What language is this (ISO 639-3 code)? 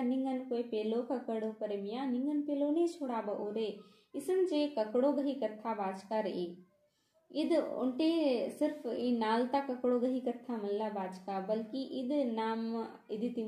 kru